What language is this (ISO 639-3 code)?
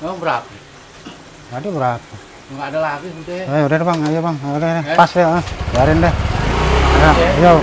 bew